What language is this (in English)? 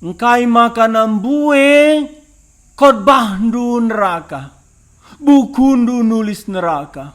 Batak Karo